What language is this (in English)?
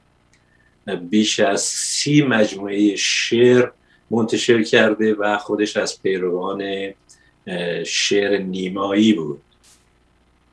Persian